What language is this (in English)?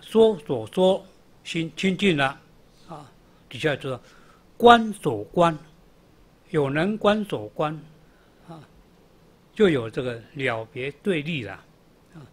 Chinese